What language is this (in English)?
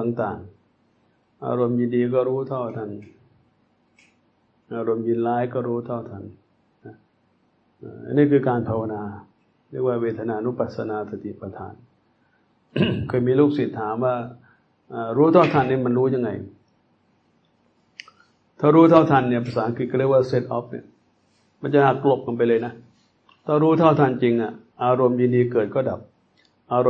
Thai